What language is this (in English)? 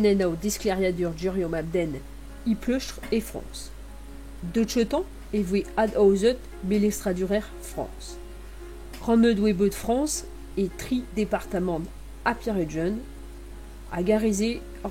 Breton